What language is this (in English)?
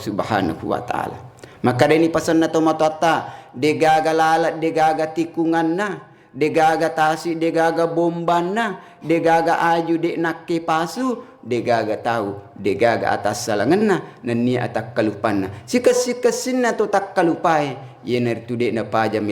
Buginese